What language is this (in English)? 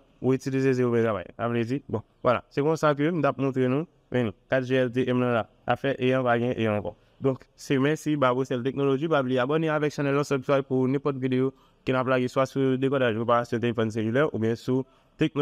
Haitian Creole